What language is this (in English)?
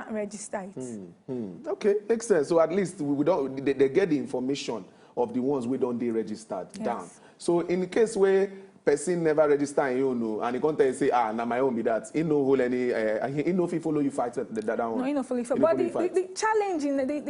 Nigerian Pidgin